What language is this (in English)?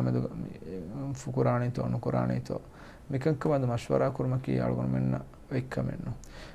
Divehi